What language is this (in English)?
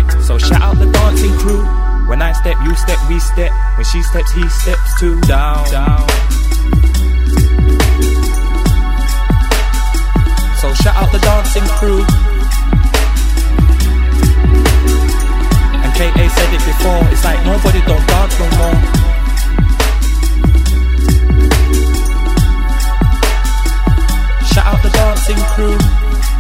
English